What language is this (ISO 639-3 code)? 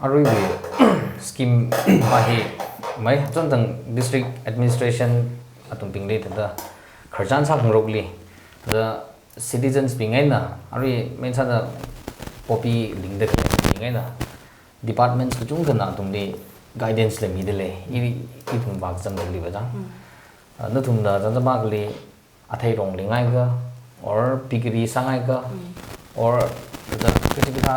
nmf